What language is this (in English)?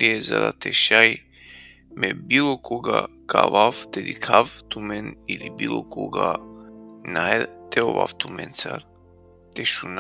Balkan Romani